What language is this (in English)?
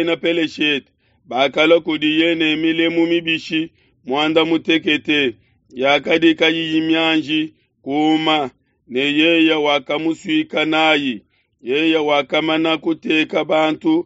Luba-Lulua